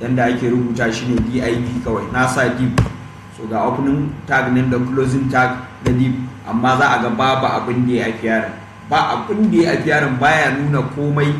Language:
Hausa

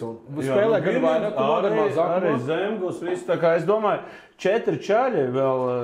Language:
Latvian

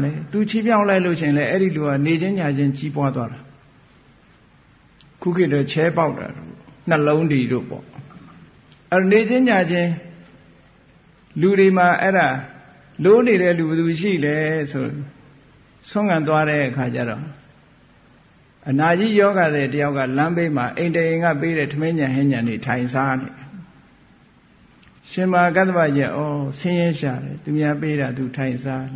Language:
Burmese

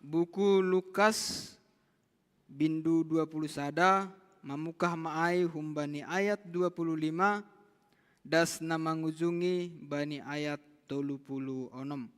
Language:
Batak Simalungun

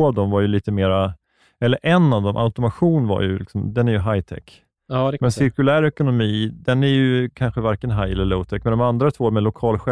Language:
Swedish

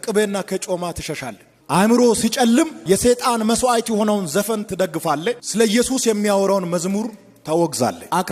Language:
Amharic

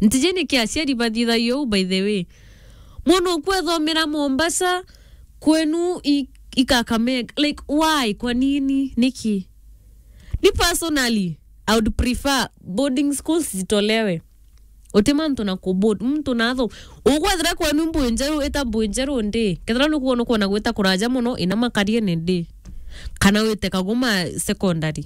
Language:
Meru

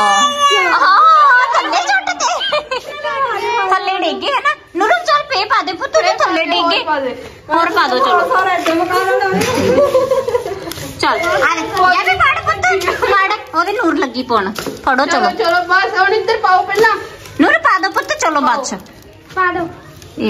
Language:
Punjabi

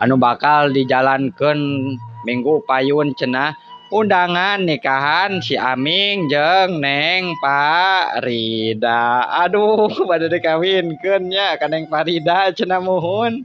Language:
Sundanese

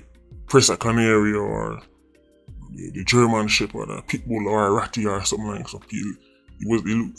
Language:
Jamaican Creole English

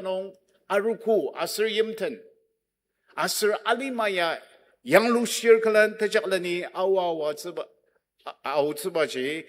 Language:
Ao Naga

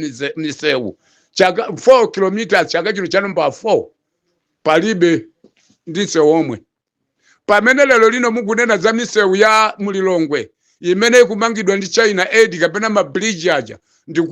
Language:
Nyanja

